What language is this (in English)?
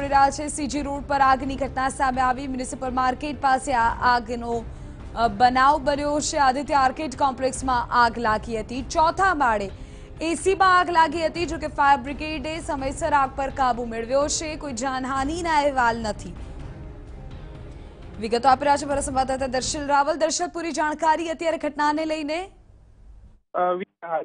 Gujarati